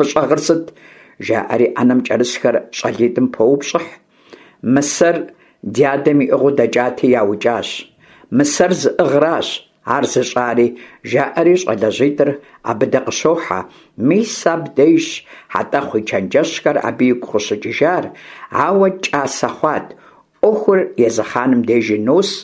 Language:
Kabardian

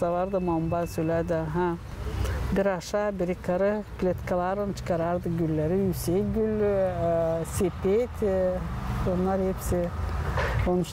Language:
Gagauz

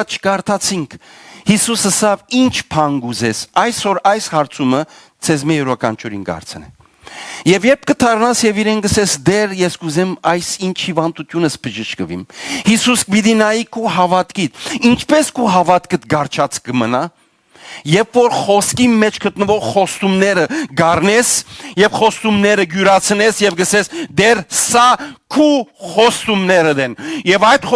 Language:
Western Armenian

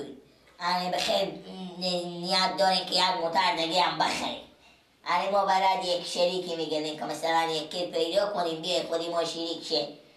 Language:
Persian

